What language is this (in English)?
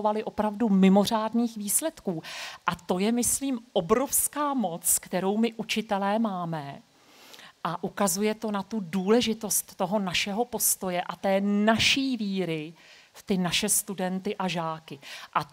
Czech